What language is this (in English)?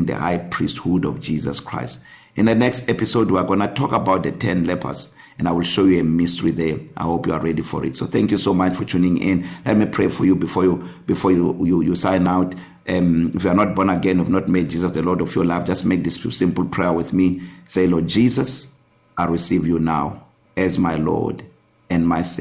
English